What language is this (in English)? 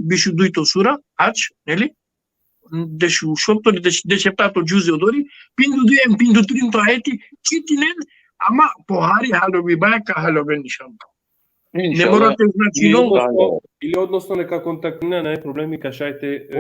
Balkan Romani